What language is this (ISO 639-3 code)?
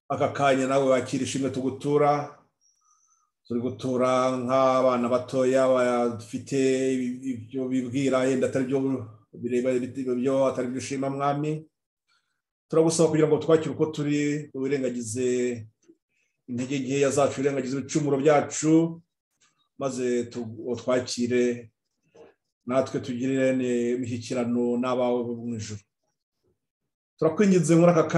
kin